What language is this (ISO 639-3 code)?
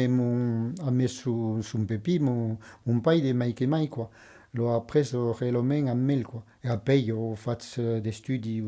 oci